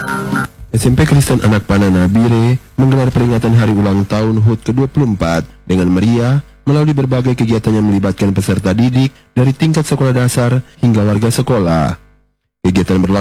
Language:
Indonesian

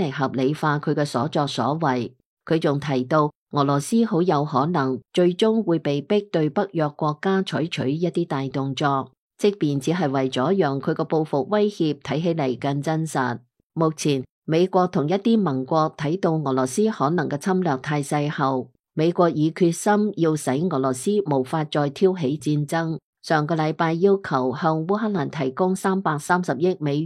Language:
Cantonese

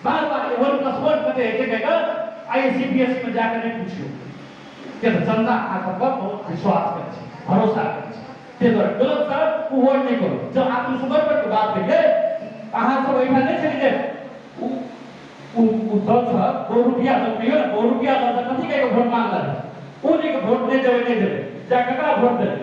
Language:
Maithili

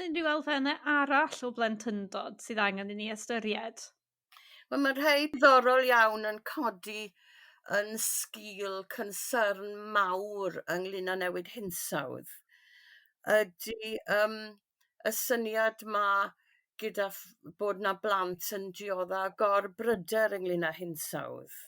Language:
Welsh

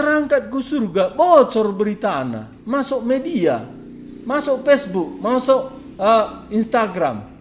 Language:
Batak Karo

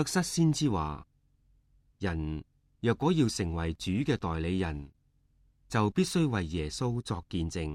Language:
Cantonese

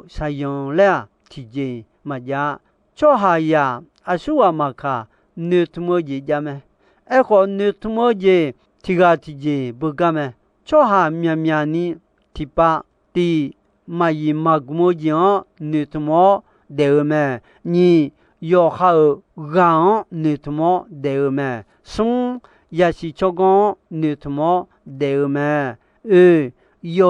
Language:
Akha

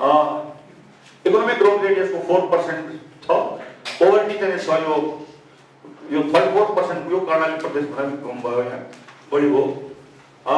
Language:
Nepali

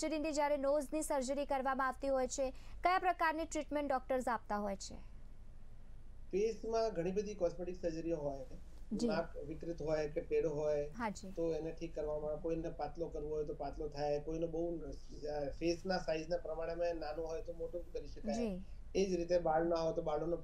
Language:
Gujarati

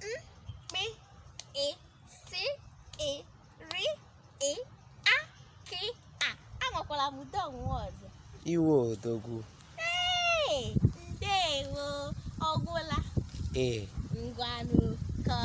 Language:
Igbo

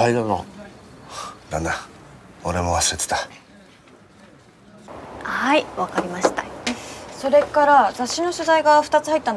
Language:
Japanese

